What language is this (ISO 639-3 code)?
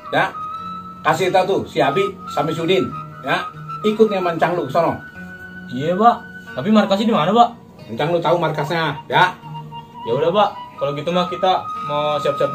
bew